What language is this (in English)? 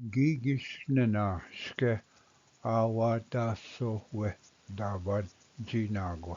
Ojibwa